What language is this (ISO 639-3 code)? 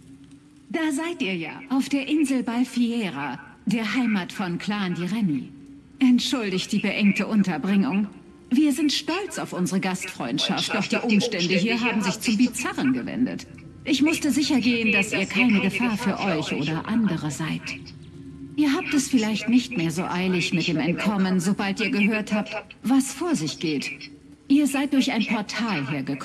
deu